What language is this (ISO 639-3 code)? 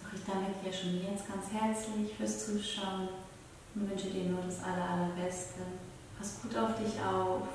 gsw